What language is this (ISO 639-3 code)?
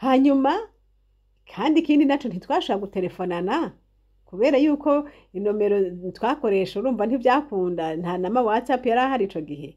run